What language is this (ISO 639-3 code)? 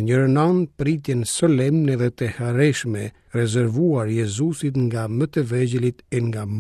sqi